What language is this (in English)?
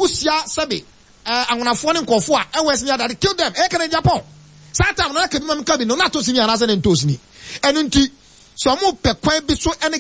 Akan